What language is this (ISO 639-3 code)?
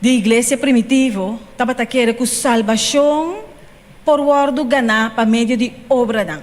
pap